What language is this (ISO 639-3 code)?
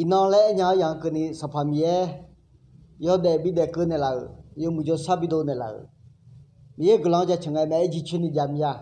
ahk